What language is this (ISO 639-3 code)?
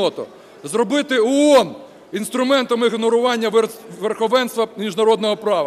ukr